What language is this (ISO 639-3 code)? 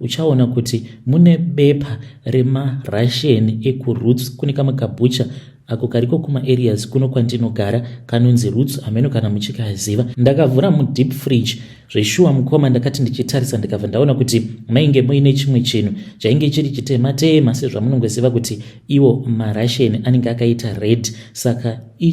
sna